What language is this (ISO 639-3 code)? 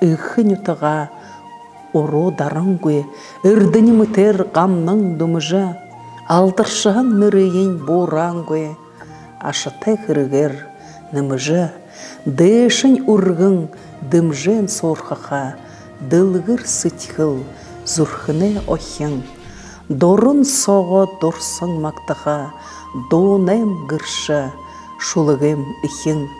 bua